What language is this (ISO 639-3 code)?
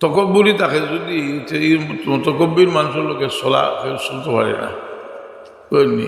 syl